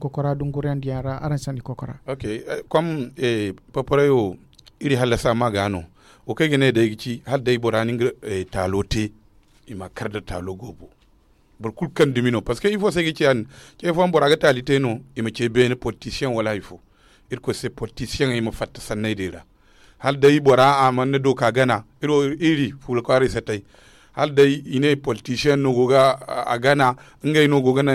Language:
Zarma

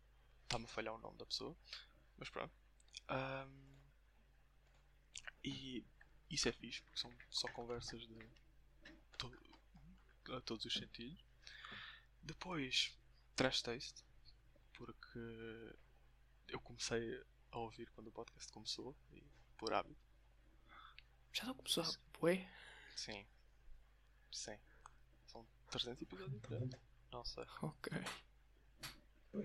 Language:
Portuguese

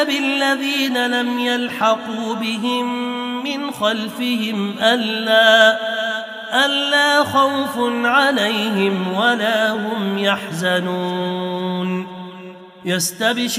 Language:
Arabic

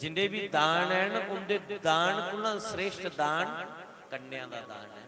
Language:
Dogri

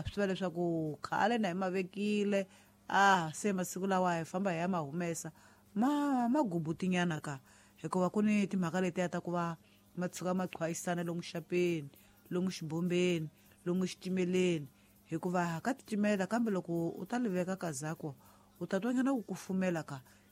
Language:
Tsonga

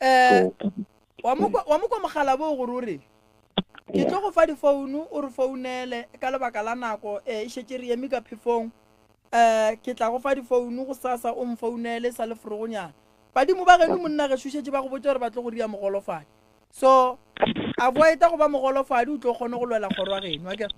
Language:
Northern Sotho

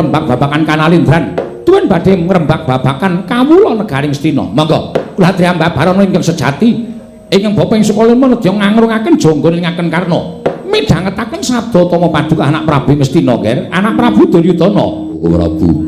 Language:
Javanese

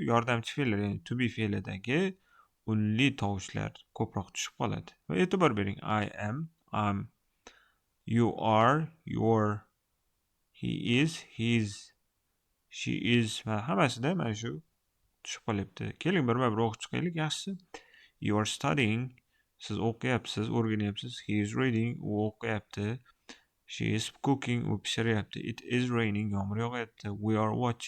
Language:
Uzbek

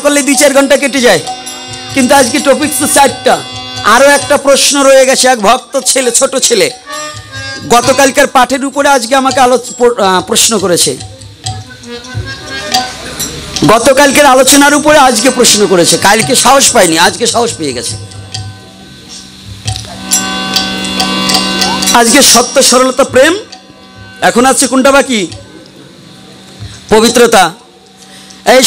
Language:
Bangla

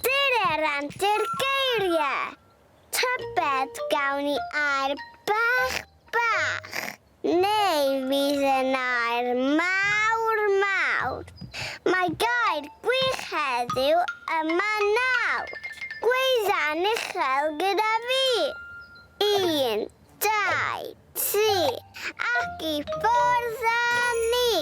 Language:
Welsh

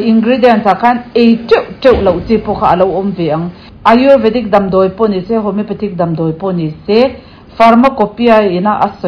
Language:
Mizo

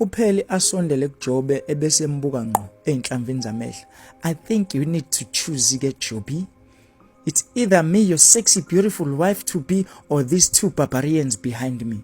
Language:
Zulu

